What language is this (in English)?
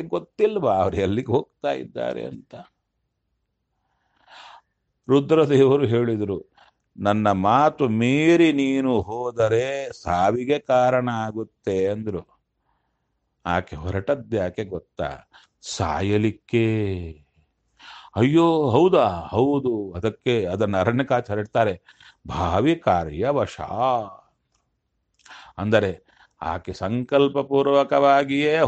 Kannada